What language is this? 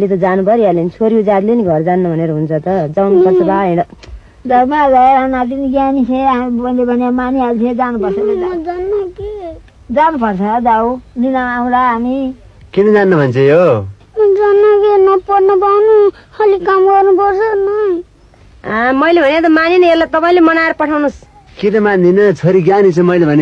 Nepali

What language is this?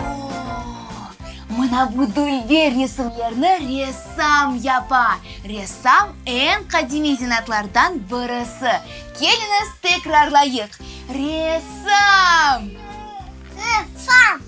Crimean Tatar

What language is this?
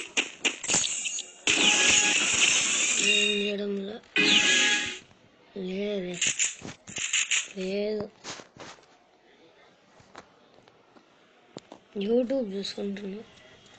Telugu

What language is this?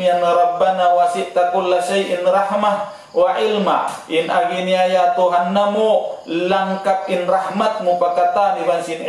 Tausug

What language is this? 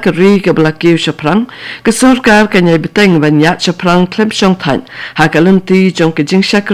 Khasi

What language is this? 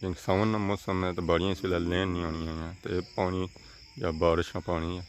Pahari-Potwari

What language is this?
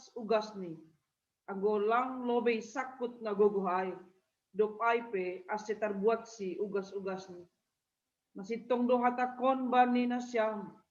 Batak Simalungun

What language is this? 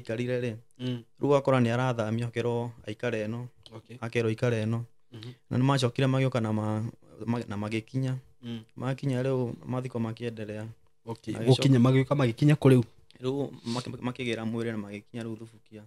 Kikuyu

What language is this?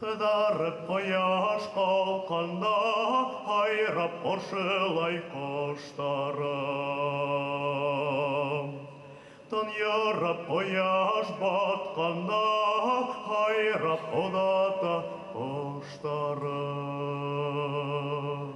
Bashkir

